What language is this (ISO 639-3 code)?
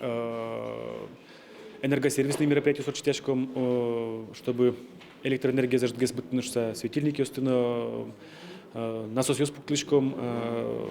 udm